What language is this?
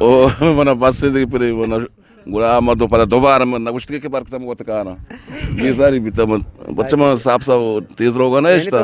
Eastern Balochi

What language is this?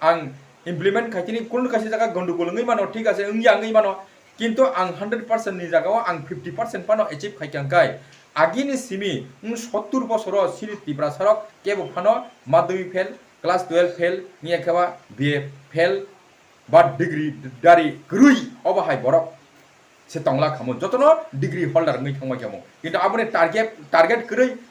Kok Borok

